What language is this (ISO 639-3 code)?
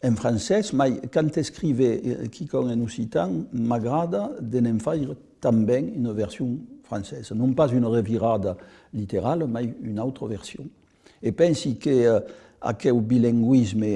oci